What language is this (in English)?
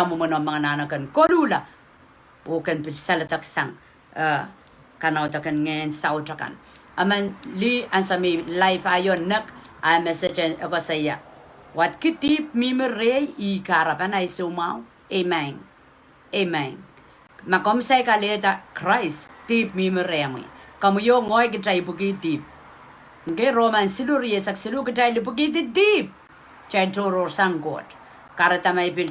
Pohnpeian